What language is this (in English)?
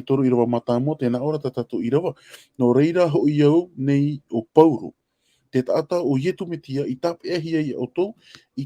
Tahitian